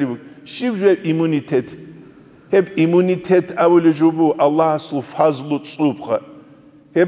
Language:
Avaric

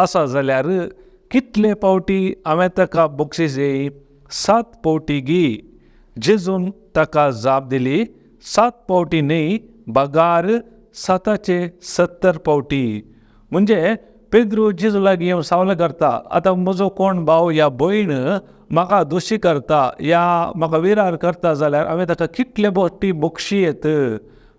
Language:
Konkani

